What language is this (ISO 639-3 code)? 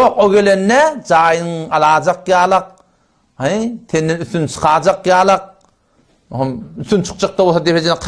tuk